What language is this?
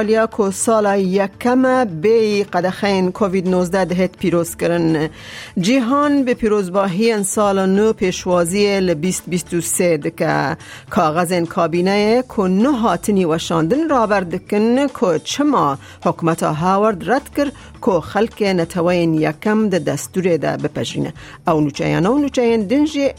Kurdish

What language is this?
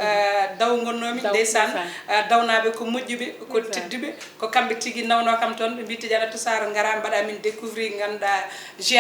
Fula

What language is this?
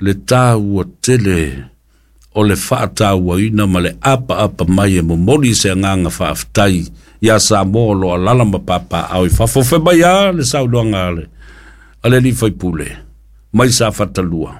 Samoan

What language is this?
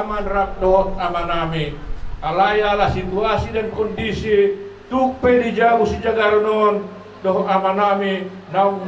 Batak Toba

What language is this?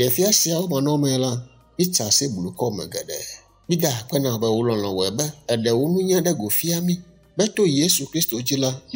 Ewe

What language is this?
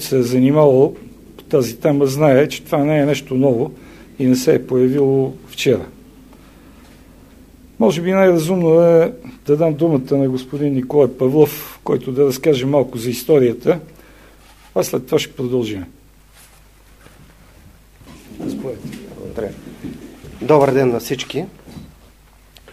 Bulgarian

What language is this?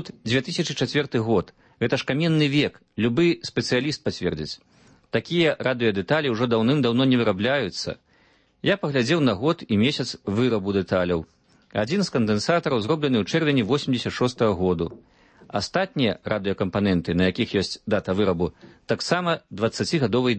Belarusian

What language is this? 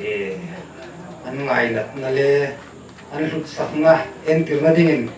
Hmar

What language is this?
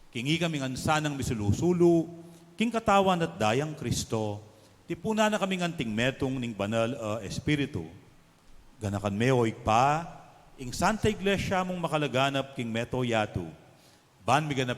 Pampanga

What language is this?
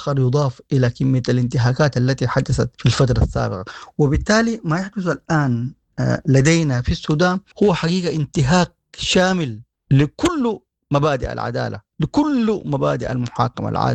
Sudanese Arabic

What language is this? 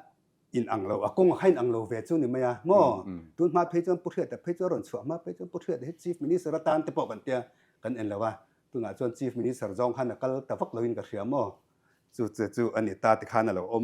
Mizo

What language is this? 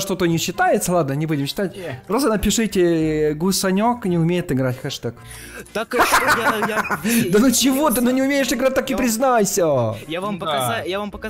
Russian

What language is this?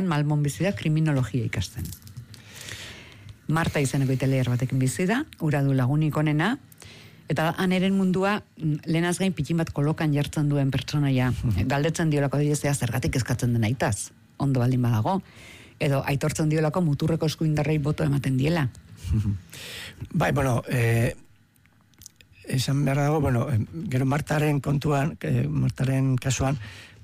Basque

